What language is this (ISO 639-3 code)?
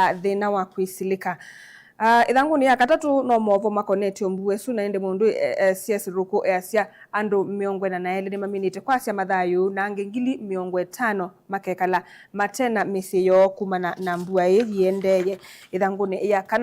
kam